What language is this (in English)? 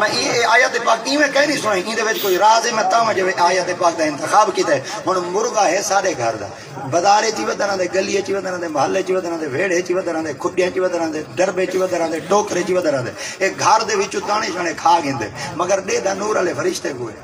Saraiki